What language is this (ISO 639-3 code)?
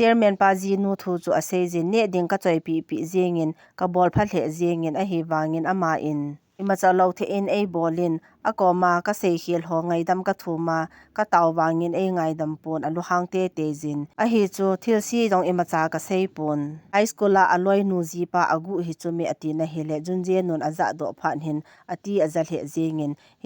tcz